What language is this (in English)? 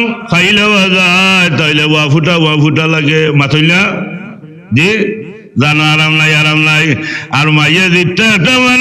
Sylheti